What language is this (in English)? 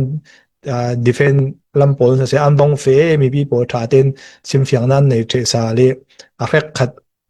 Falam Chin